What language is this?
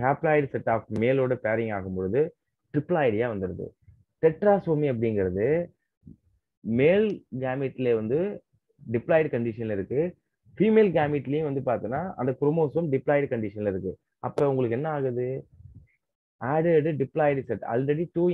Tamil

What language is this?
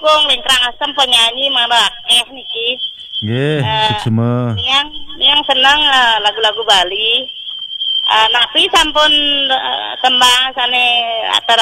Balinese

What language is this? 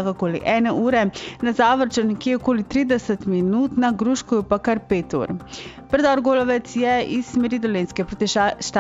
Slovenian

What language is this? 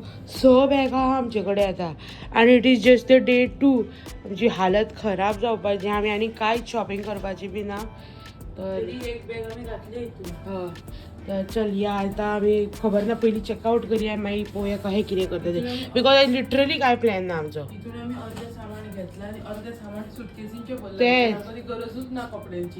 Konkani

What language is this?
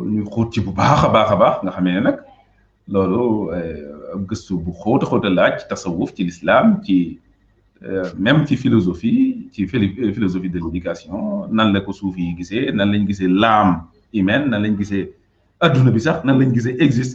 Wolof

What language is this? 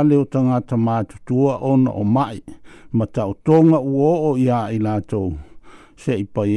Samoan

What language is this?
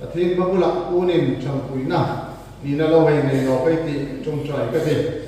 Hmar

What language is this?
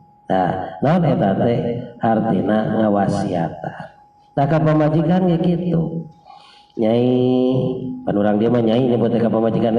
Sundanese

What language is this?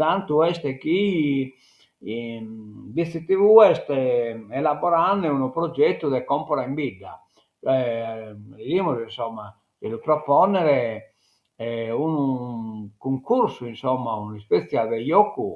Sardinian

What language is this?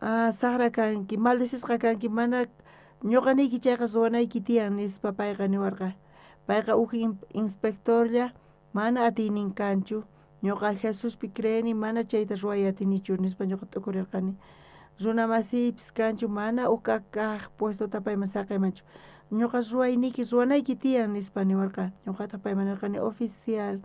South Bolivian Quechua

